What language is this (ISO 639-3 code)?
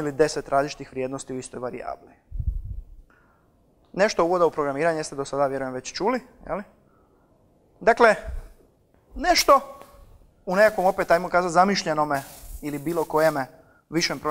hrv